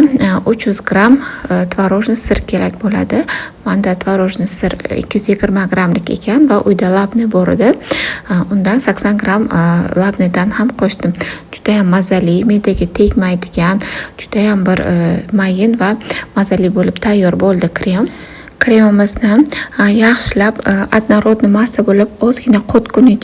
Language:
Uzbek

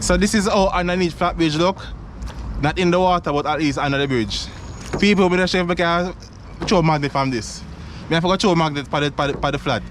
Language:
Jamaican Creole English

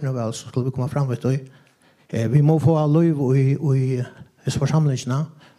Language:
Faroese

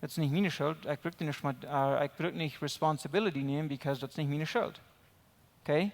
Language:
Plautdietsch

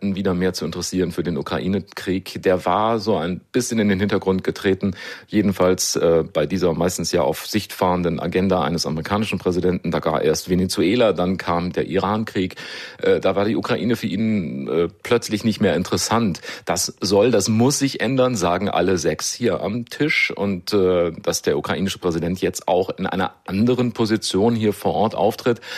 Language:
German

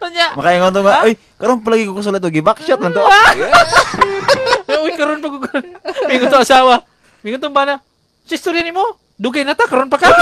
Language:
Cebuano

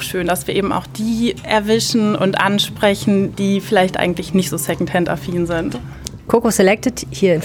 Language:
German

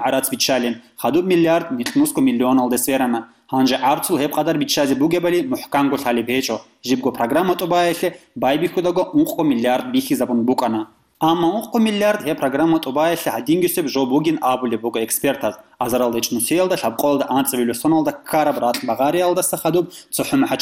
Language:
Avaric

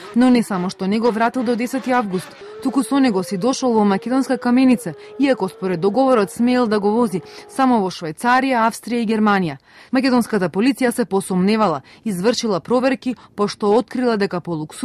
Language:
Macedonian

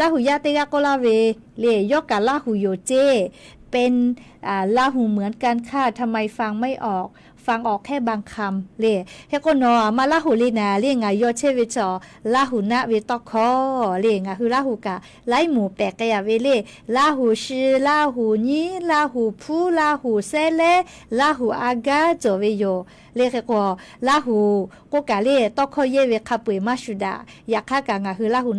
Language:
Lahu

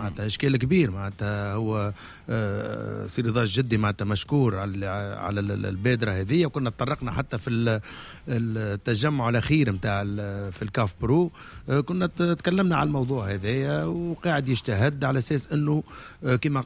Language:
Tunisian Arabic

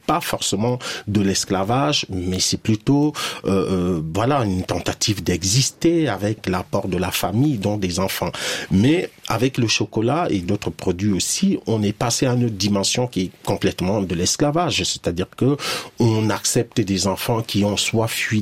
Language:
French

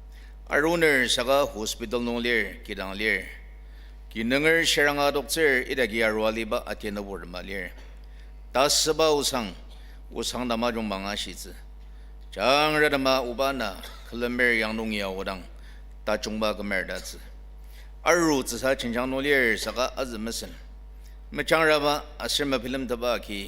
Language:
Ao Naga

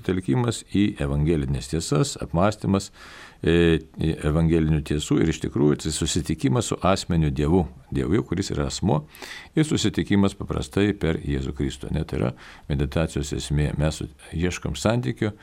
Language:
Lithuanian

